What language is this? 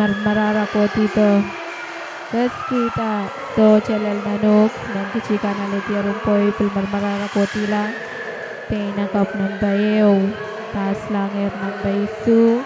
Pohnpeian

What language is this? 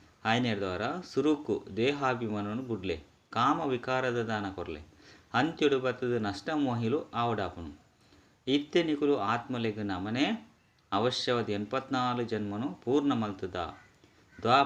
Tulu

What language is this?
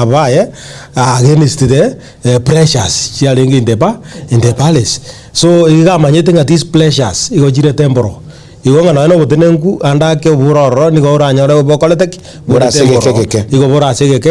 Gusii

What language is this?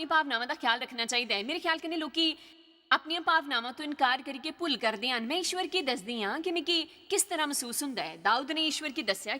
Dogri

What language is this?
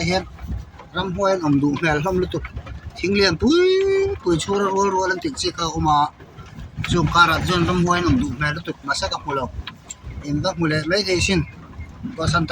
Mizo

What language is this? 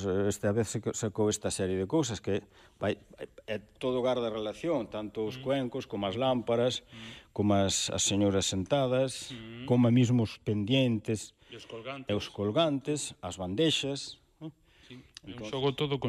Galician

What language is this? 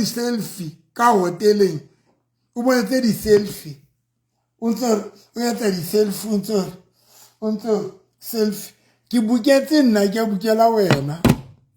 Southern Sotho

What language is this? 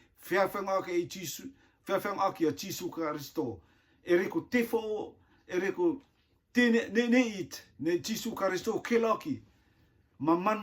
Rotuman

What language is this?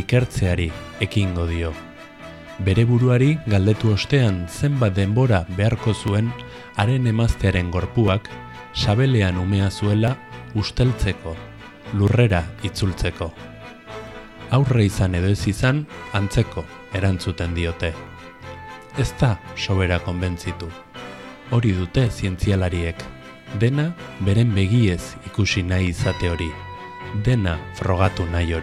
Basque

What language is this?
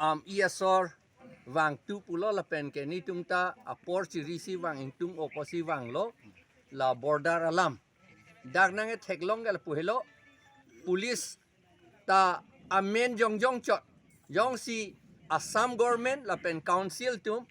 Karbi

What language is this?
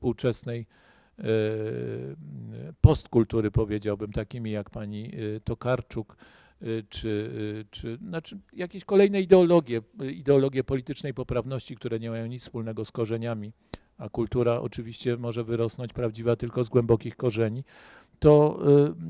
Polish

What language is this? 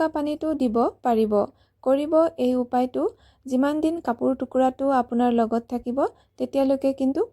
Assamese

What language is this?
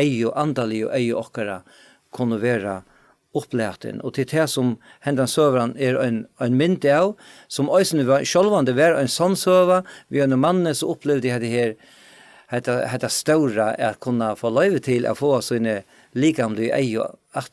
Faroese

